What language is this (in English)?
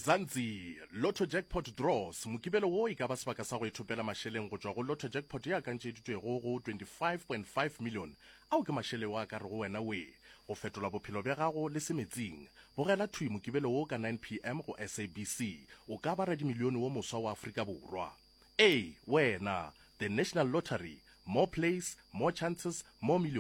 Northern Sotho